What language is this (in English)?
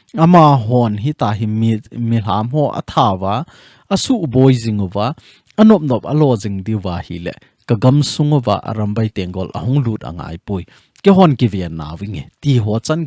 Thado Chin